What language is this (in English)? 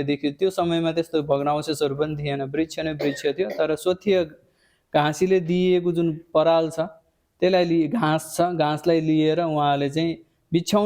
Nepali